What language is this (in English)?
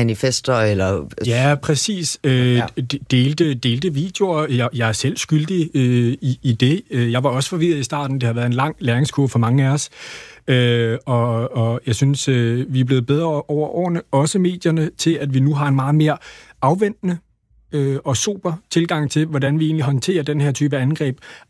Danish